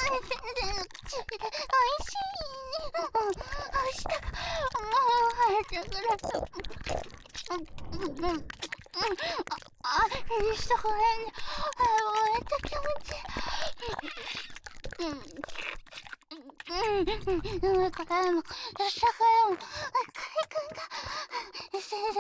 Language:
Japanese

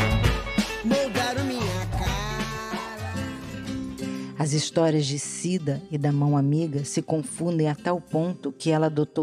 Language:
Portuguese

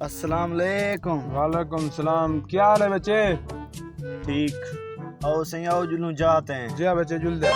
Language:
Saraiki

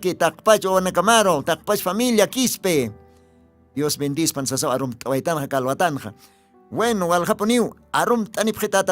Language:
Aymara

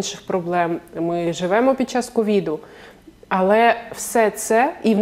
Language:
Ukrainian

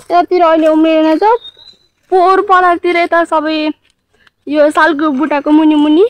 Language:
Nepali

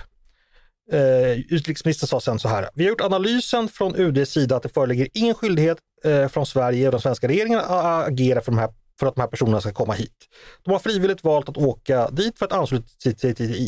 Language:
Swedish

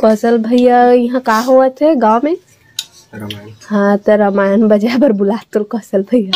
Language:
Chhattisgarhi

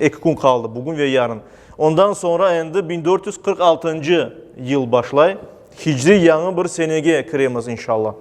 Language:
Crimean Tatar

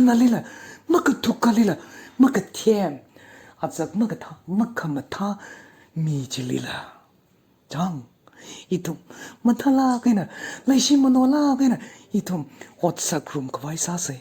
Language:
Tangkhul Naga (India)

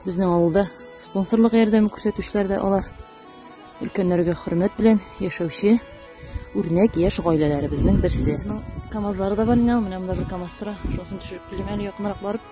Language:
Tatar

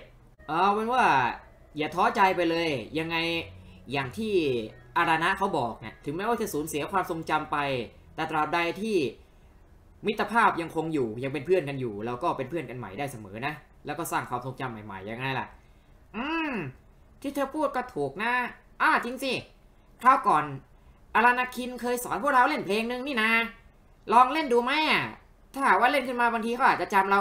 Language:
Thai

